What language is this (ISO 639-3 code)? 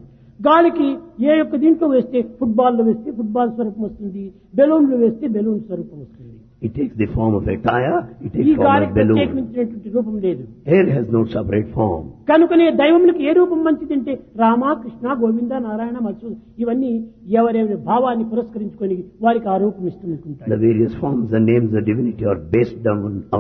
tel